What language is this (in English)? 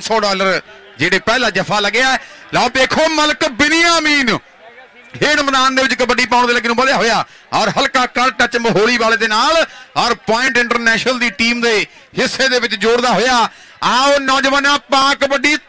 Punjabi